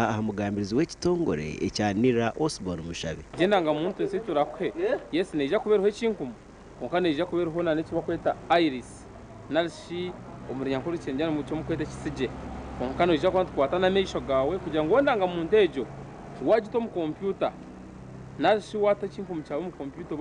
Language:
Nyankole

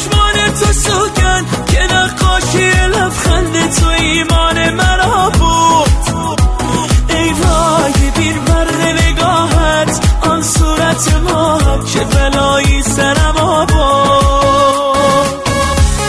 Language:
Persian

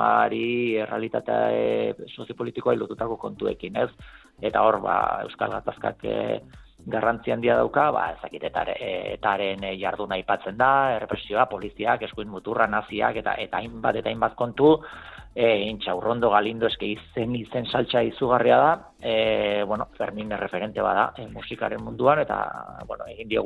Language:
Basque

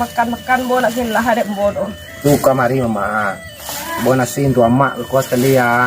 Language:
Minangkabau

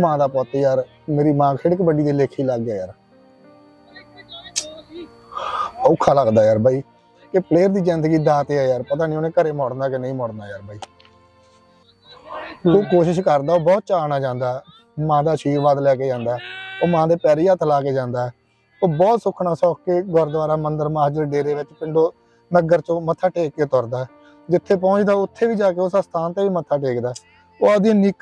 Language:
Punjabi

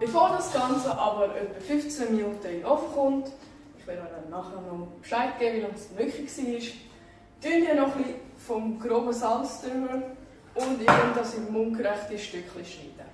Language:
Swiss German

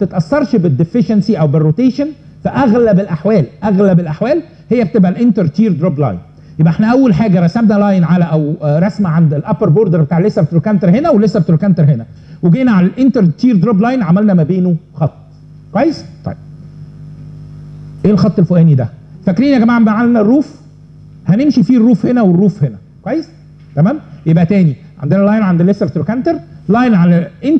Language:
Egyptian Arabic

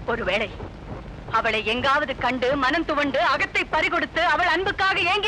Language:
Tamil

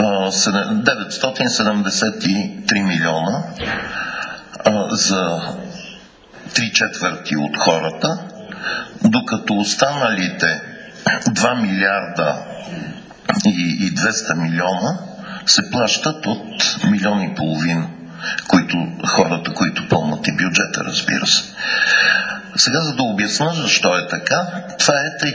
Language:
Bulgarian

